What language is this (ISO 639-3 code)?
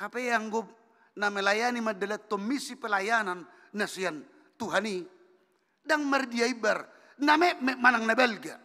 bbc